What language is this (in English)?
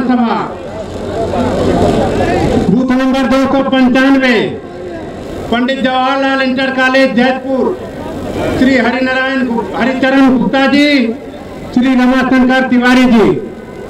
Hindi